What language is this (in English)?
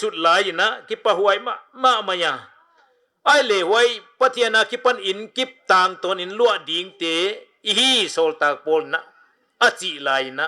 Paite Chin